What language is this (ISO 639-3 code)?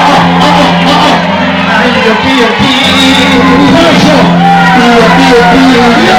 ven